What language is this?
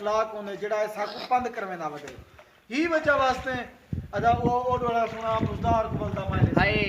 Saraiki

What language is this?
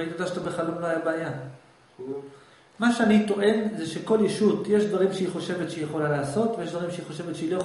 Hebrew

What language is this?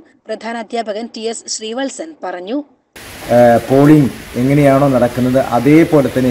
Malayalam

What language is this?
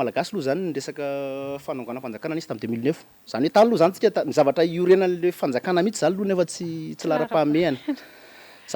Malagasy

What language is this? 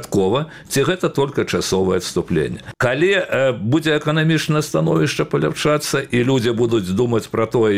Belarusian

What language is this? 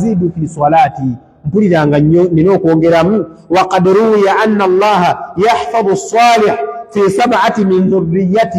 Ganda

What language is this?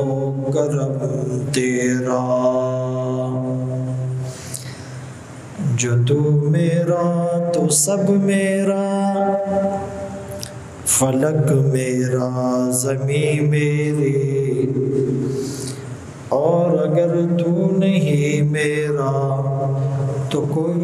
Urdu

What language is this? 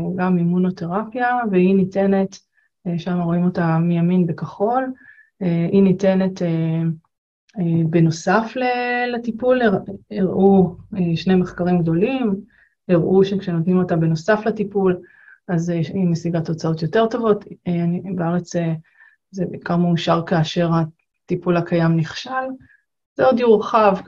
Hebrew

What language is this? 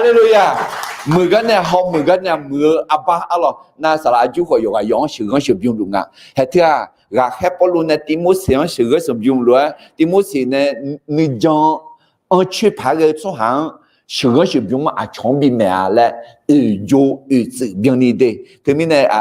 Akha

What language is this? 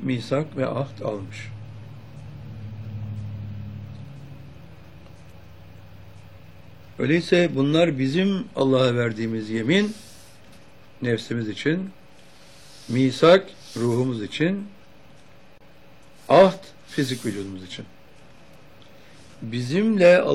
Turkish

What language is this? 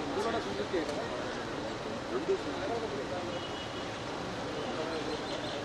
Telugu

